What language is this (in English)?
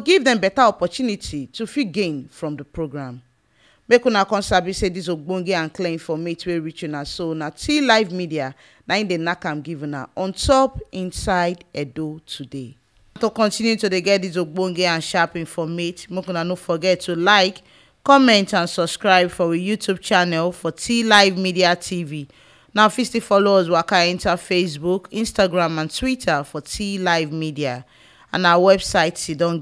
Nigerian Pidgin